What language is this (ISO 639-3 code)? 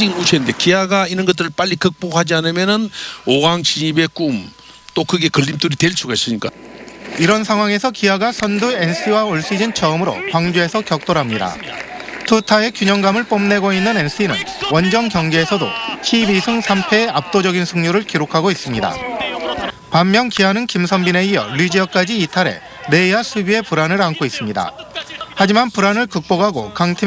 kor